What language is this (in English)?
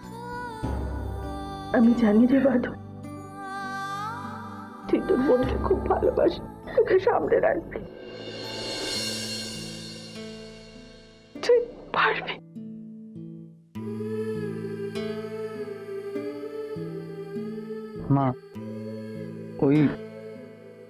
Bangla